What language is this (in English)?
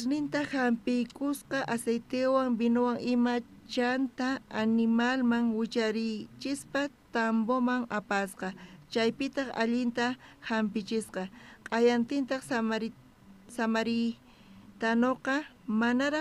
South Bolivian Quechua